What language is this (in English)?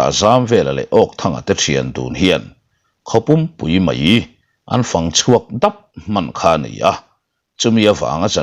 Mizo